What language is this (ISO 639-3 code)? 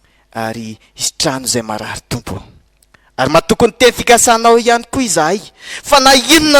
mlg